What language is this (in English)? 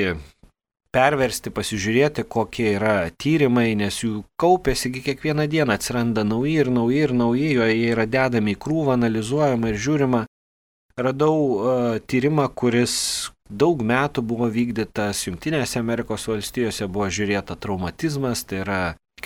Lithuanian